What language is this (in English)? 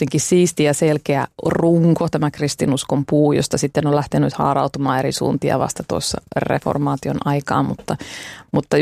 Finnish